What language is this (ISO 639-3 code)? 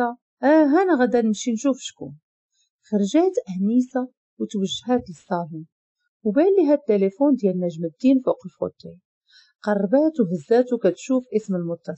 ary